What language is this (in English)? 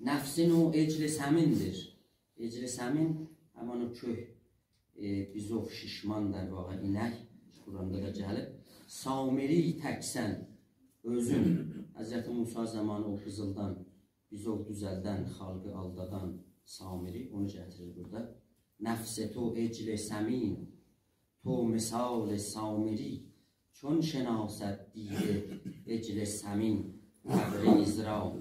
South Azerbaijani